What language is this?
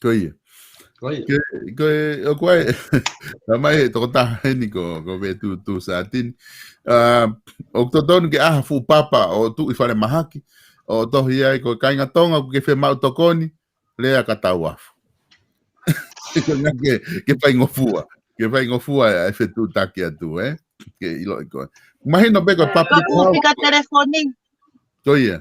Tongan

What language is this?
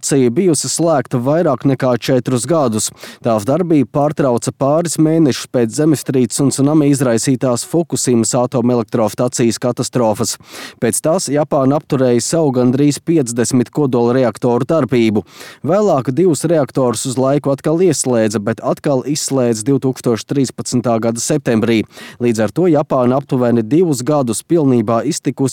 Latvian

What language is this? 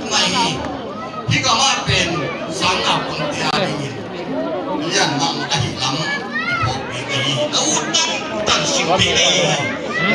Tedim Chin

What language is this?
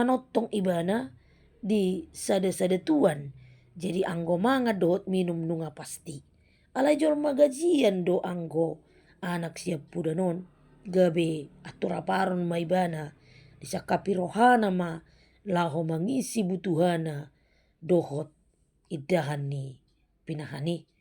Batak Toba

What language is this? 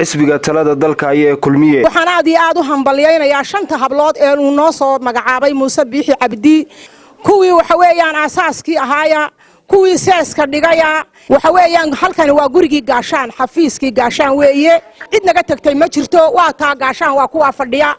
Somali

